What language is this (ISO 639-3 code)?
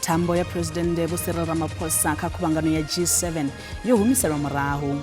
ven